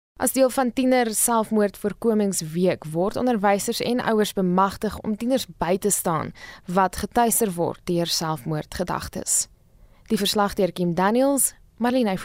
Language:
Afrikaans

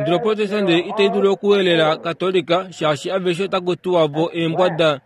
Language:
Kuanyama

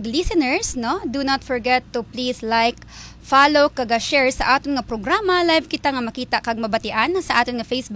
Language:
Hiligaynon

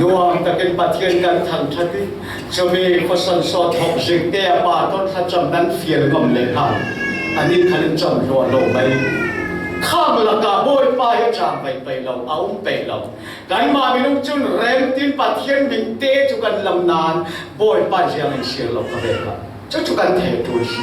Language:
Falam Chin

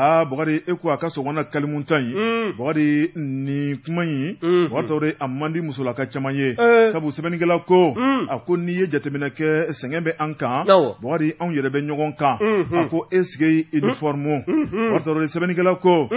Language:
Bambara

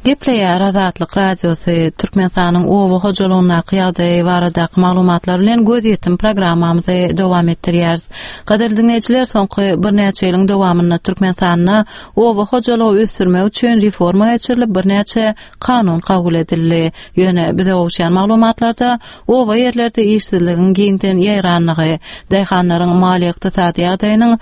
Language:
Turkmen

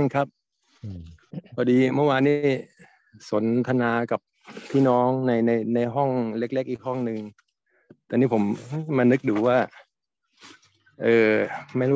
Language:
Thai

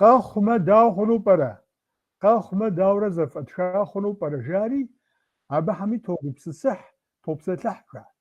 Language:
Kabardian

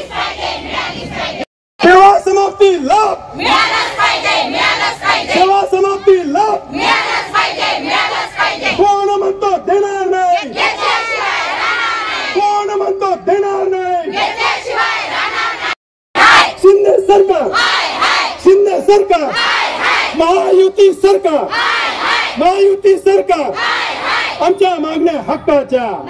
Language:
Marathi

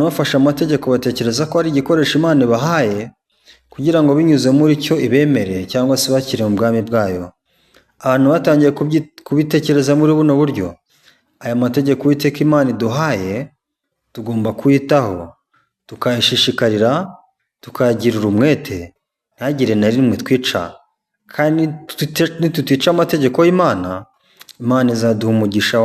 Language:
Kinyarwanda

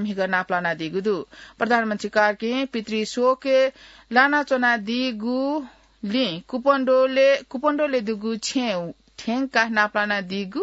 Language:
Newari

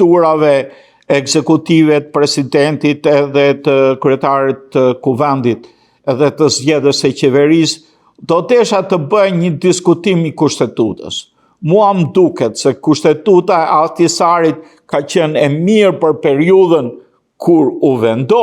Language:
Albanian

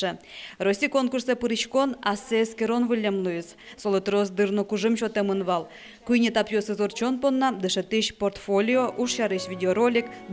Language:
Udmurt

